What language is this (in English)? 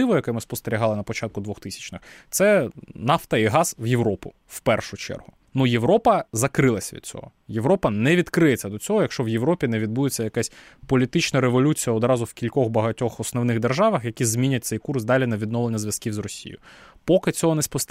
Ukrainian